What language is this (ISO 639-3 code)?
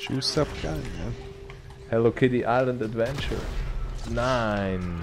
gsw